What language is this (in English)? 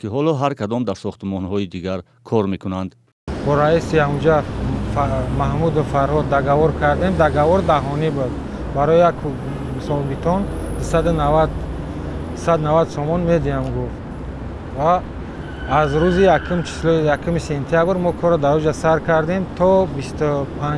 Tajik